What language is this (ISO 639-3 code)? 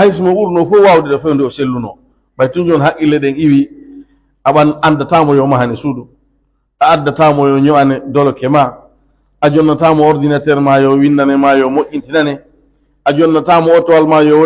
fuf